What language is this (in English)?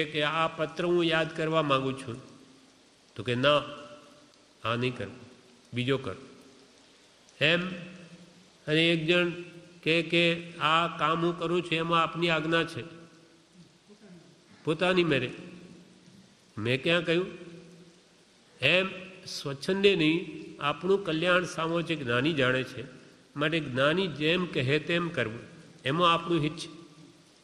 Gujarati